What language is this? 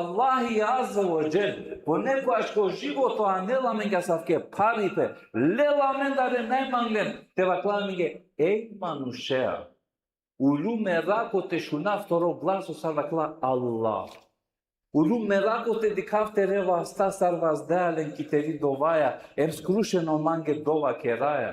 Balkan Romani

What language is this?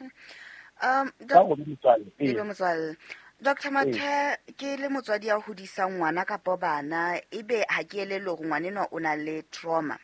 Southern Sotho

